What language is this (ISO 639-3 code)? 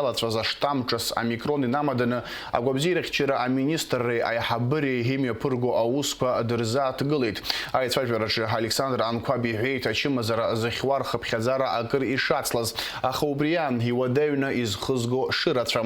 abk